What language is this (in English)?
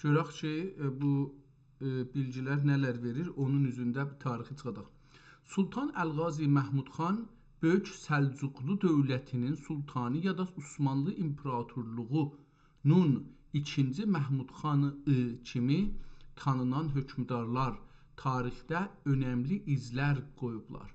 South Azerbaijani